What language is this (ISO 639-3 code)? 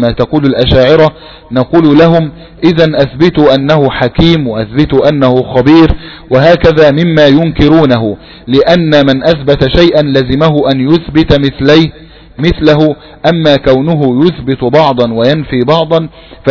ara